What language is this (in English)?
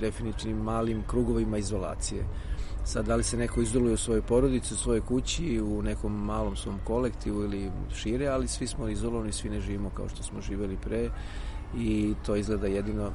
Serbian